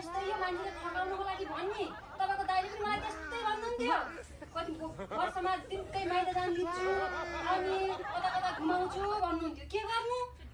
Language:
Nepali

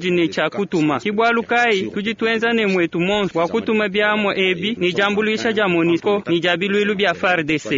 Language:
Luba-Lulua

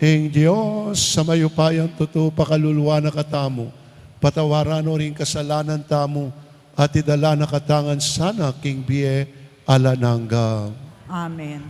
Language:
Pampanga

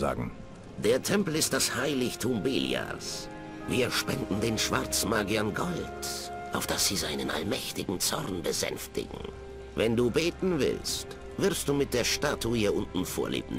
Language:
Bavarian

